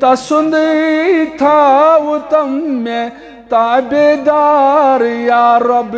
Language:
Kashmiri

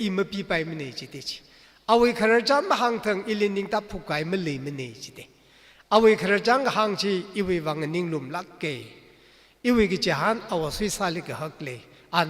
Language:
Tangkhul Naga (India)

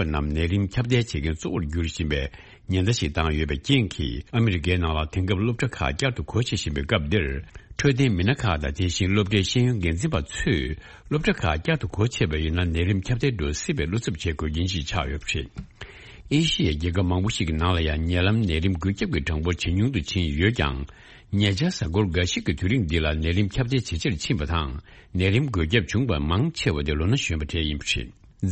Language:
Tibetan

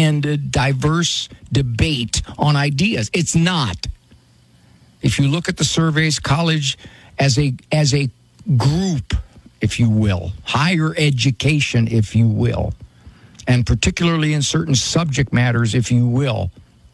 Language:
English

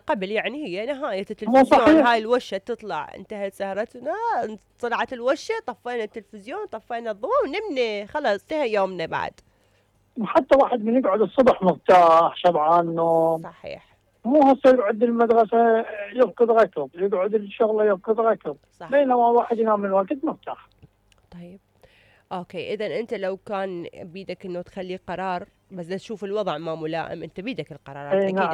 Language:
Mesopotamian Arabic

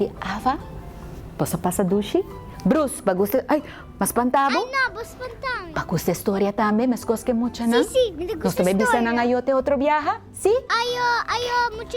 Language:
Papiamento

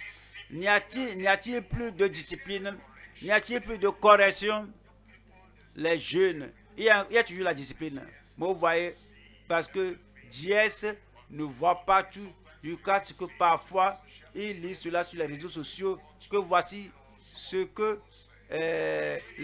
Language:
French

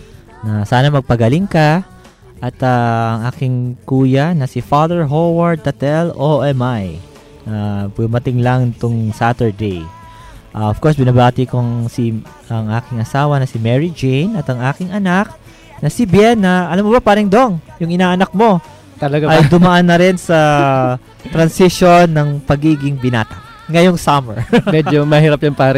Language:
Filipino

